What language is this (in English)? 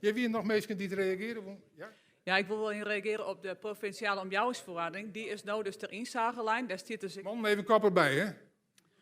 Western Frisian